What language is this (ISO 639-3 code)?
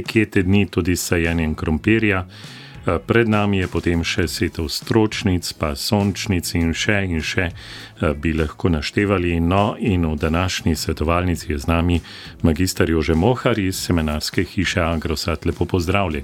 slv